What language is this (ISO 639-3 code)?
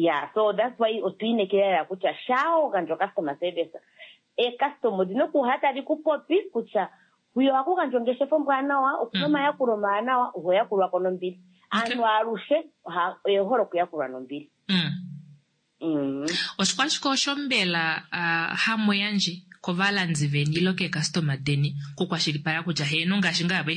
kua